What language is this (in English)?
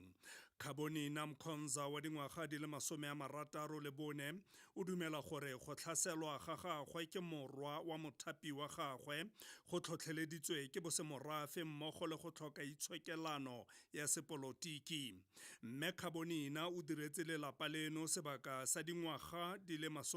Tswana